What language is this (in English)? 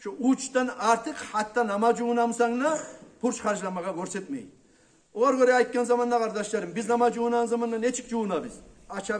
Kumyk